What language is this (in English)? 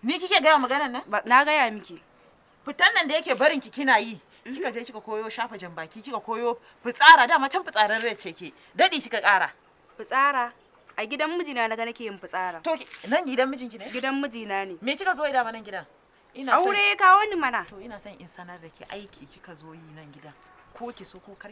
Hausa